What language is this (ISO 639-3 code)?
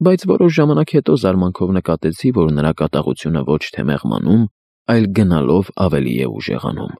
hye